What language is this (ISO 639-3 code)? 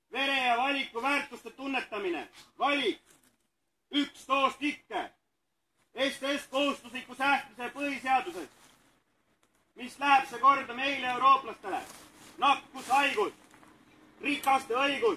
est